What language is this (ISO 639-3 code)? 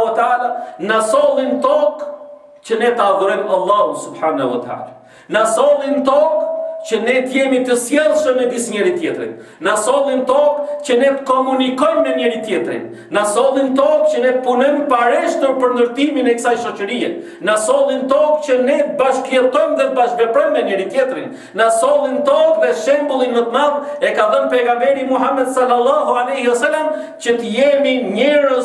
sqi